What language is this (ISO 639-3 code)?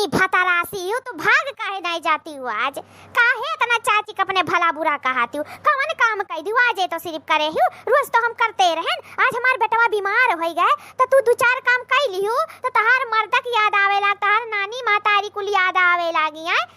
awa